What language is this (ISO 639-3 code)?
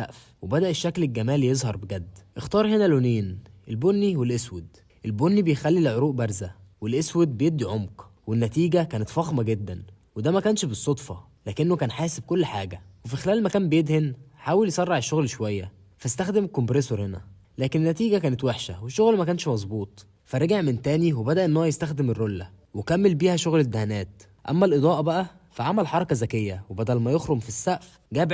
arz